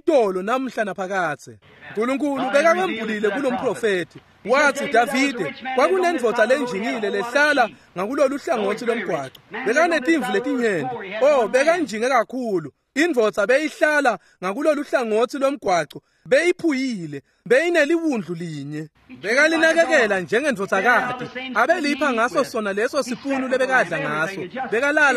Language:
Swati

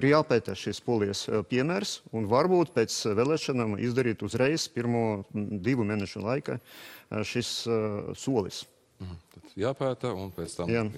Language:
Latvian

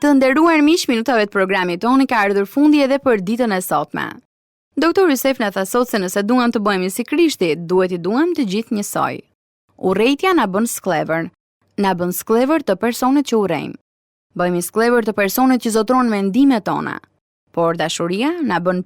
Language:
Albanian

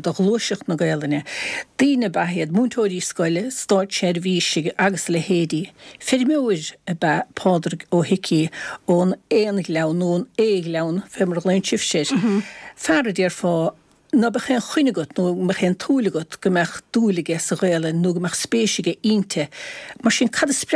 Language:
Irish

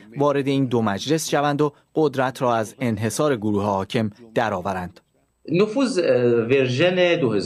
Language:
Persian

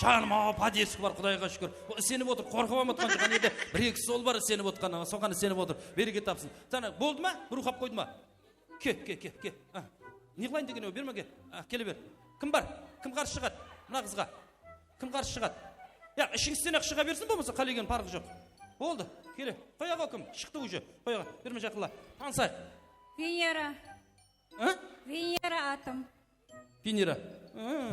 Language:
Kara-Kalpak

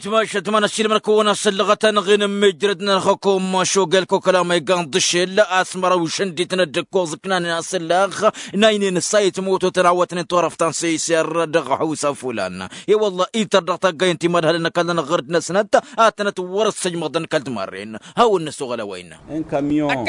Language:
Tamasheq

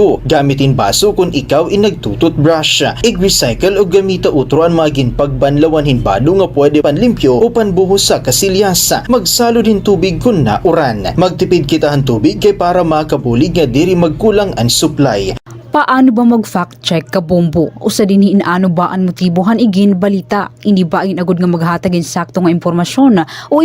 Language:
Waray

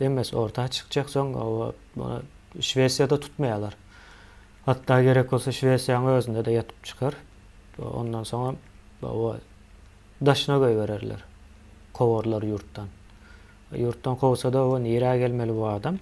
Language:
Turkmen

